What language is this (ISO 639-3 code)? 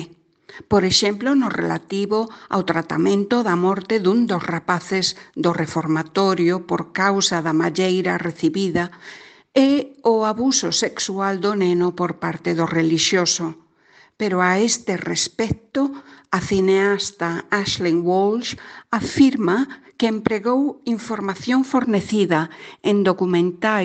glg